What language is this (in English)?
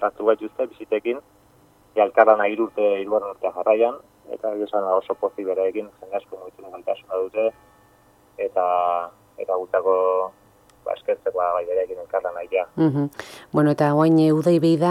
Basque